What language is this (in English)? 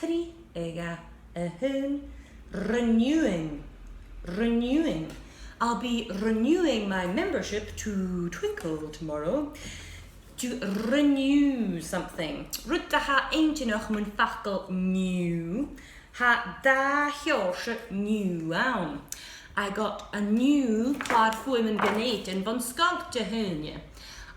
Scottish Gaelic